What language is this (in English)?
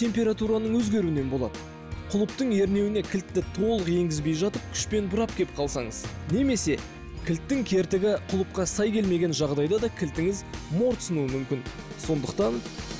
Kazakh